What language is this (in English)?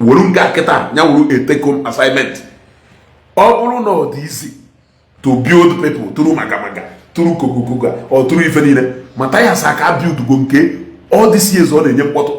Igbo